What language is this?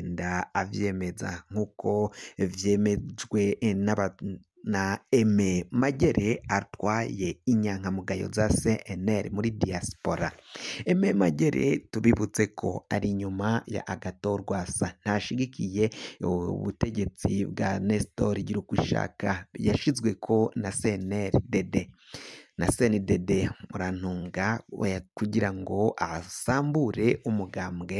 Rundi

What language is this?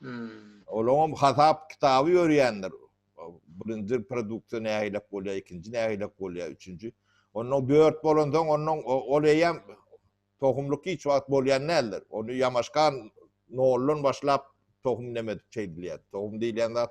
Turkmen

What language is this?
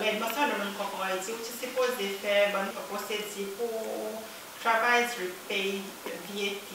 Seselwa Creole French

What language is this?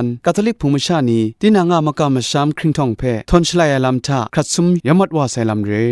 Kachin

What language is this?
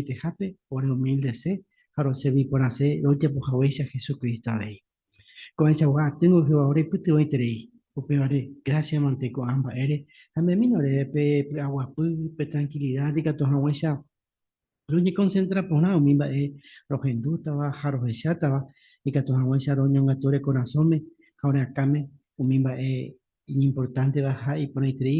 Guarani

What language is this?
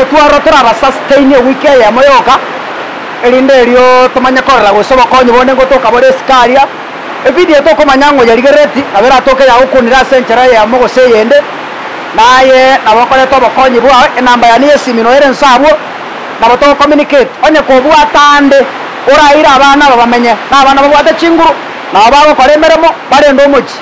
Gusii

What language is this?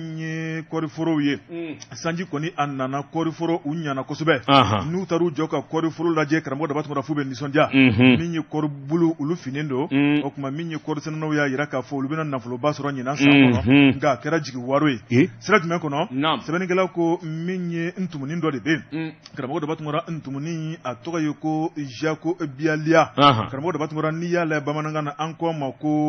Bambara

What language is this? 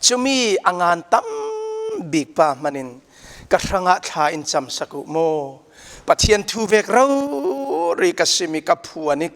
Falam Chin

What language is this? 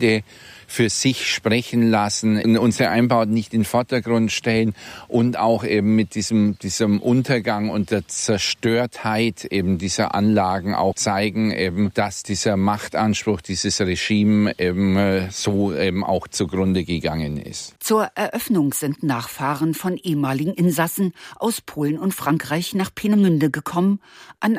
German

